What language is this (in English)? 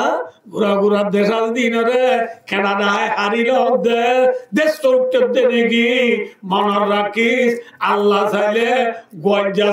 Rohingya